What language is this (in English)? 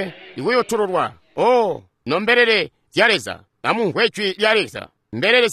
Tonga (Zambia)